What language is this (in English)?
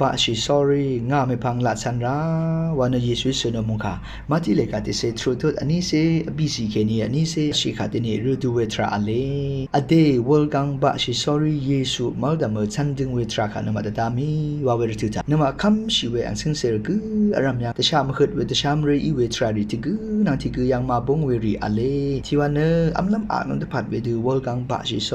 Rawang